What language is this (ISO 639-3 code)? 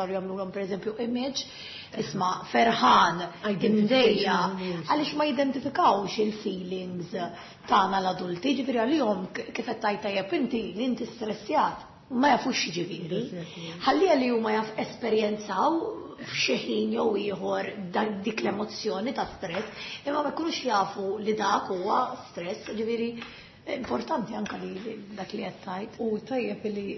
mlt